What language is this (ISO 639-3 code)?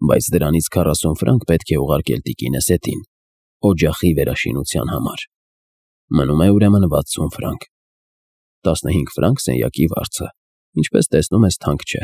hye